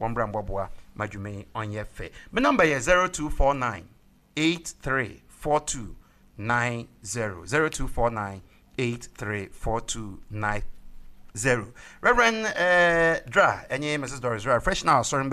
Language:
Akan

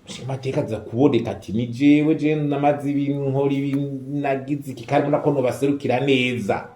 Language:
Rundi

